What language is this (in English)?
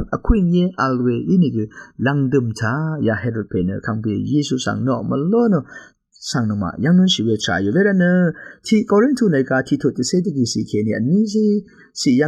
Rawang